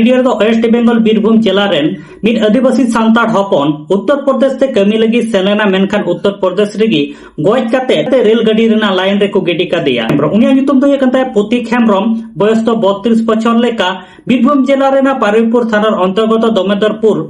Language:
Santali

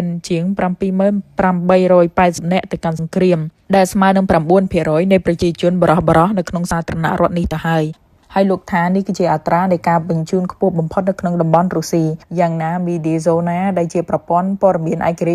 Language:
Khmer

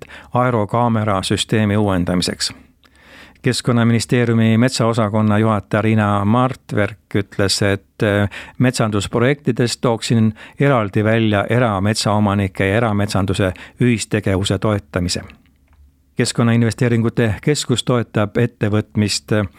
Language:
Estonian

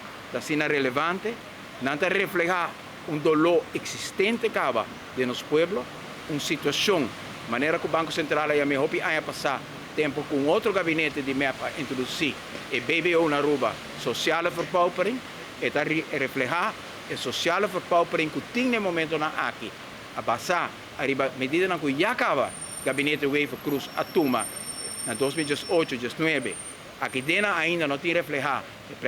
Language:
Papiamento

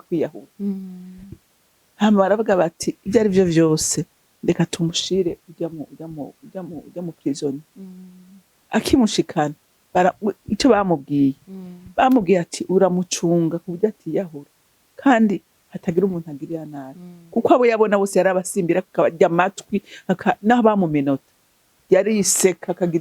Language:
Rundi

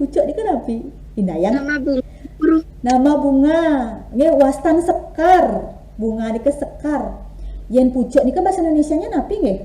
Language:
Balinese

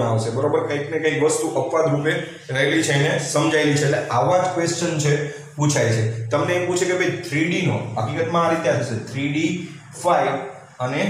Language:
Gujarati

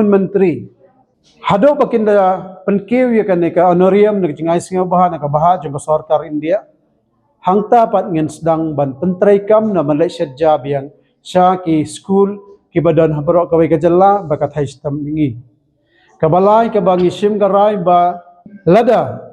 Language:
Khasi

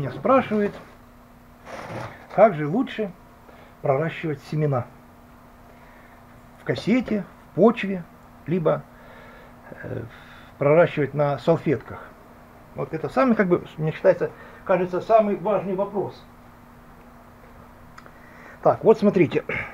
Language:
Russian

